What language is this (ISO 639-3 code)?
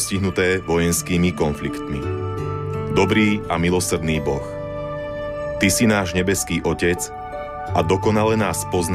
slk